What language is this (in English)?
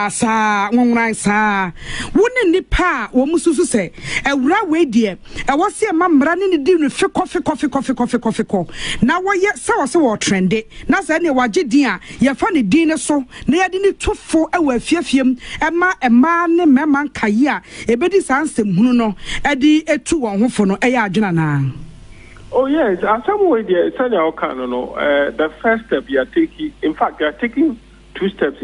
Akan